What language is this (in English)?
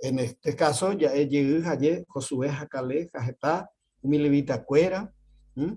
Guarani